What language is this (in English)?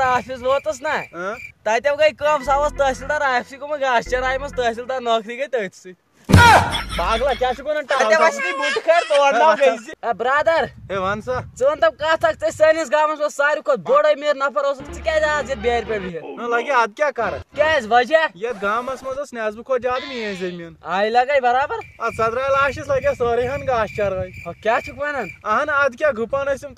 Kashmiri